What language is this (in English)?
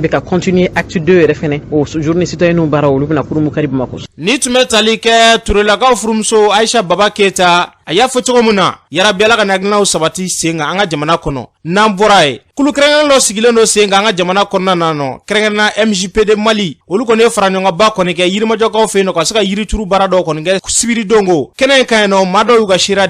Bambara